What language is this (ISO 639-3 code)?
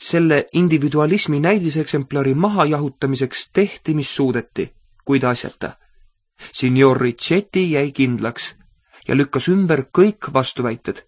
est